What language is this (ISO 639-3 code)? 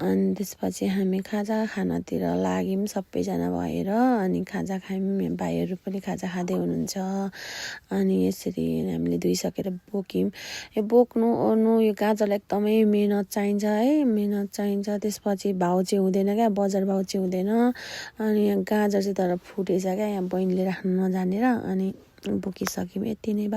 nep